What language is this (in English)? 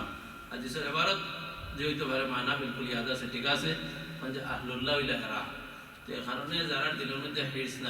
Sylheti